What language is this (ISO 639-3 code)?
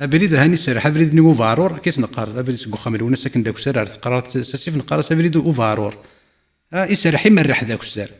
kab